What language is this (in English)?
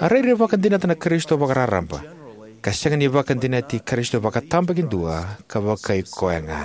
Fijian